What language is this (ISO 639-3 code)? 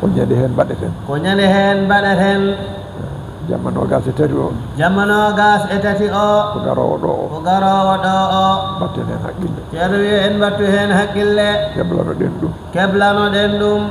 ful